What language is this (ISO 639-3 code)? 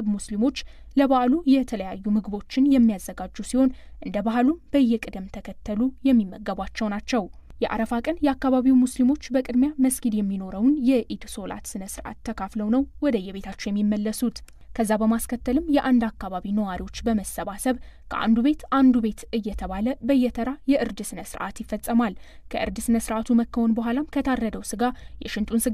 amh